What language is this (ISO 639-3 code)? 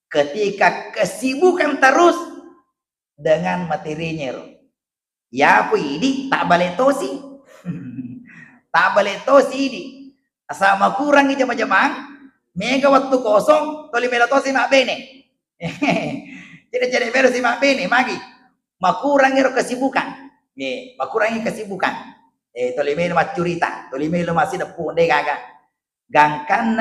bug